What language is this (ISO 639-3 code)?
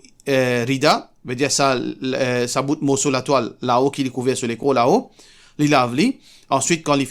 mfe